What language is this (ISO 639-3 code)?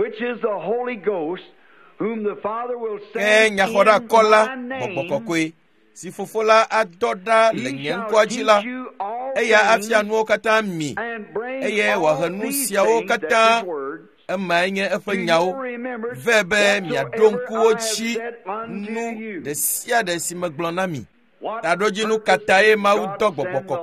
ewe